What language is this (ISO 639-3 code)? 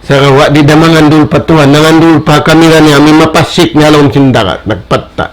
tsg